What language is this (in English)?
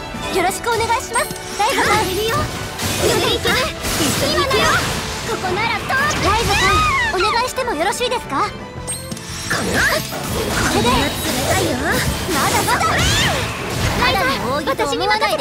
Japanese